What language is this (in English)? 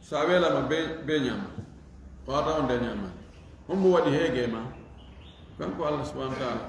Fula